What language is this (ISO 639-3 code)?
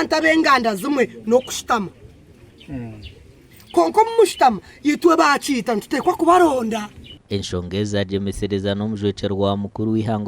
nyn